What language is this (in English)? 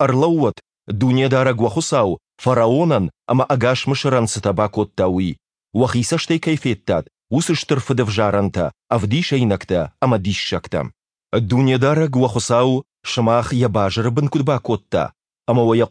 Ossetic